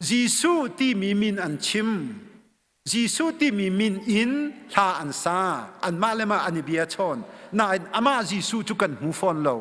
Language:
Hakha Chin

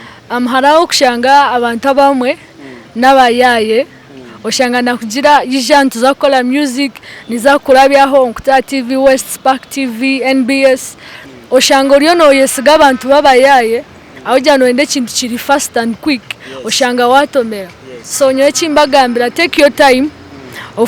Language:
Nyankole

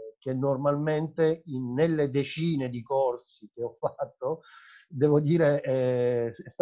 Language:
Italian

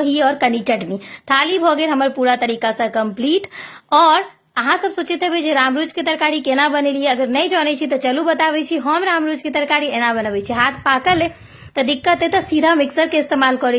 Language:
Maithili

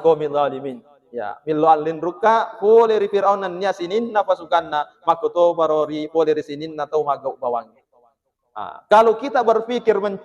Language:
Buginese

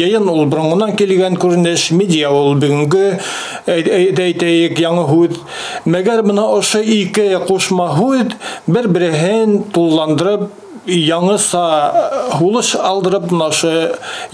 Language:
Bashkir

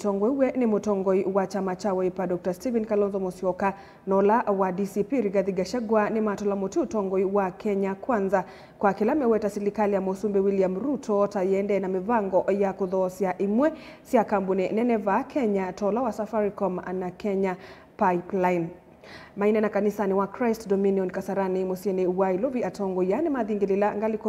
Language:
Kamba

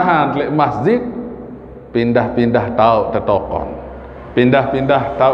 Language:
Sasak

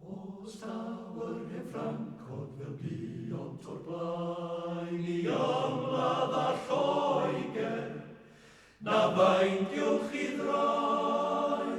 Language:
Welsh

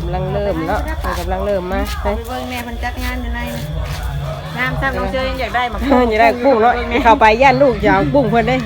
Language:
Northeastern Thai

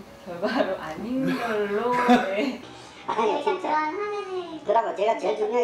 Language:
Korean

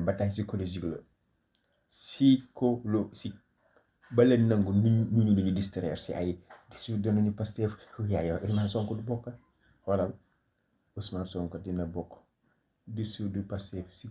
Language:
Wolof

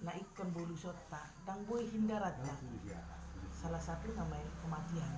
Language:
Batak Toba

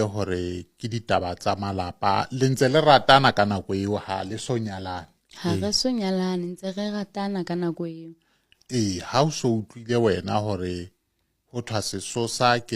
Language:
Southern Sotho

